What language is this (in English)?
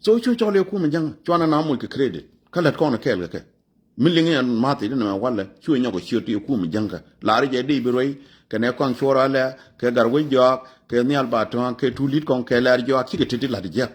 Nuer